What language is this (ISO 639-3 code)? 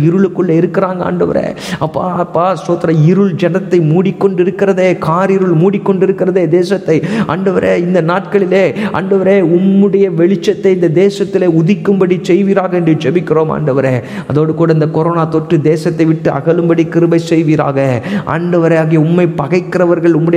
tam